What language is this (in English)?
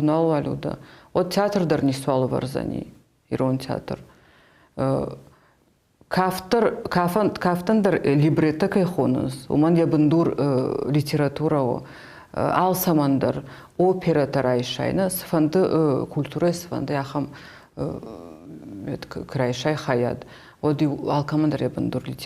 Ossetic